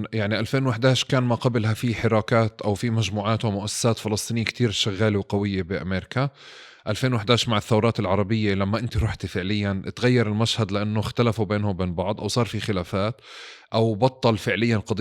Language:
North Levantine Arabic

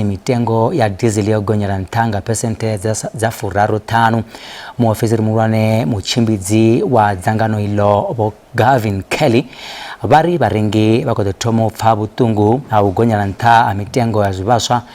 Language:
Venda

